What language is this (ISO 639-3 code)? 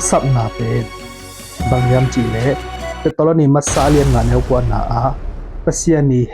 ctd